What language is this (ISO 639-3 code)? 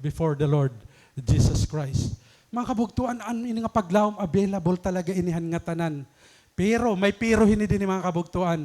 war